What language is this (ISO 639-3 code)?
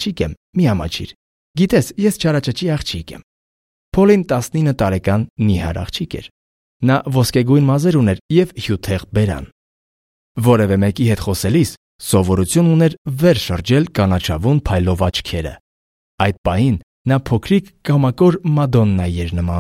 hye